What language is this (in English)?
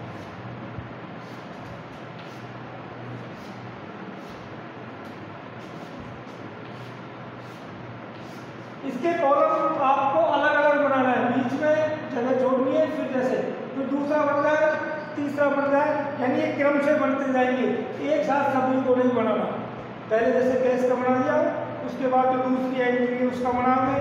Hindi